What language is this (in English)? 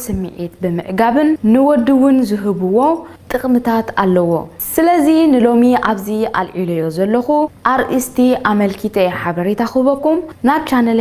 Tigrinya